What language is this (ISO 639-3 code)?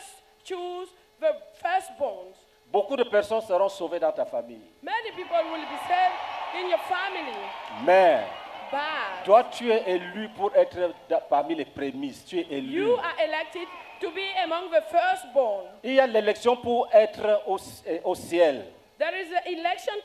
fra